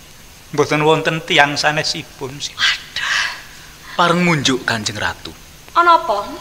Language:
Javanese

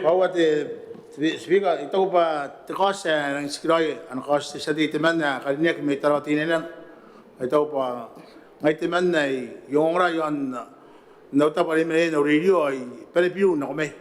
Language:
Gilbertese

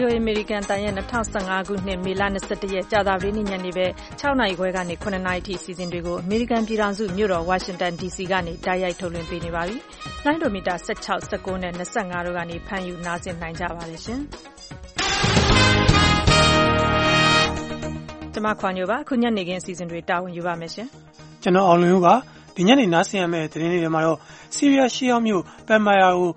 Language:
Burmese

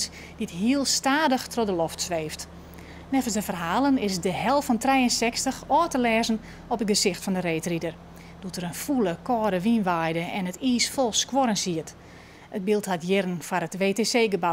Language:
Western Frisian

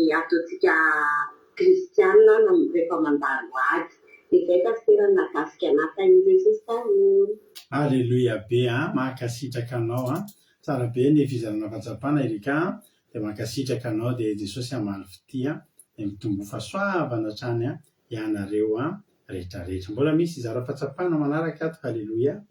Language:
Malagasy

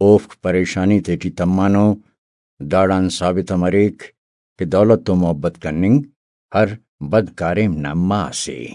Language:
Brahui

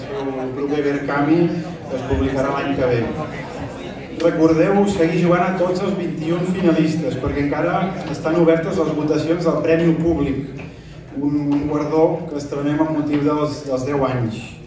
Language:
Catalan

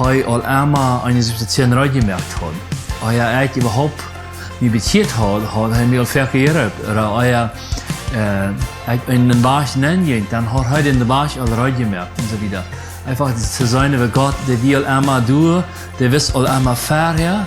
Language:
Plautdietsch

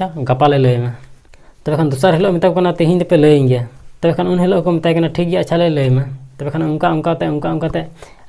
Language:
Santali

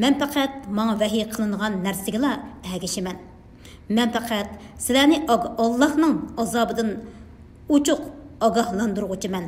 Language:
Uyghur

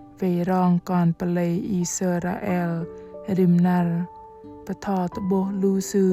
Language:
Bahnar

